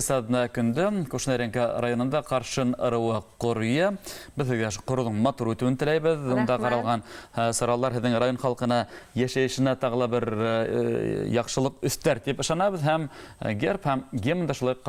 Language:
Bashkir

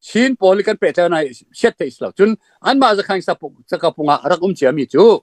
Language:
Falam Chin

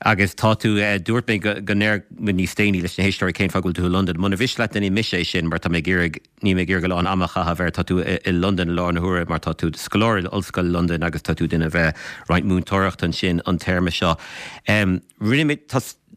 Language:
Irish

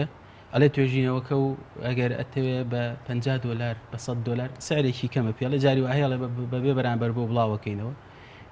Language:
Central Kurdish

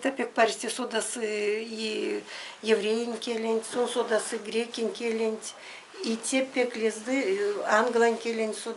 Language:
Erzya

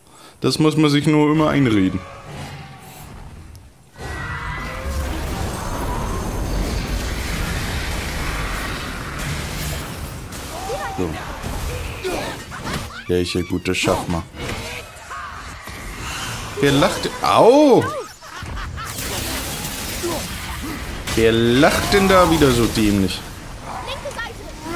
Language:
German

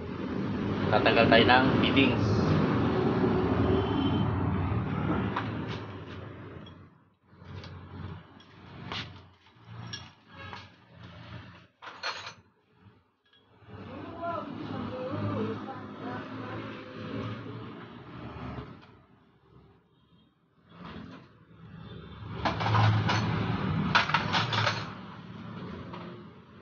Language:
Filipino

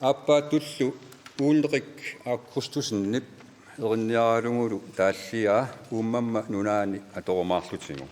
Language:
Kalaallisut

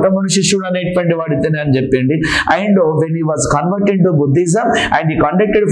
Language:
Telugu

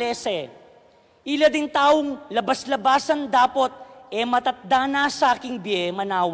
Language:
Pampanga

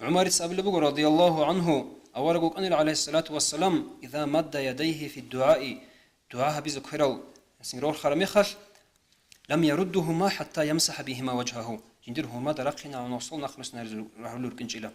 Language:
Avaric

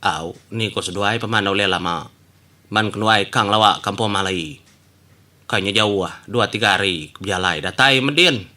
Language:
Iban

